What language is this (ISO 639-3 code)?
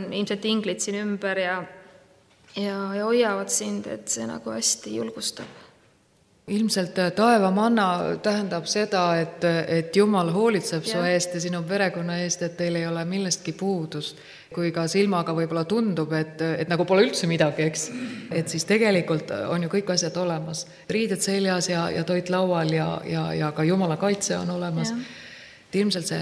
est